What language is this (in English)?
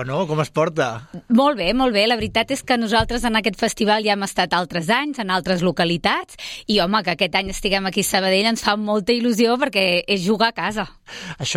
Catalan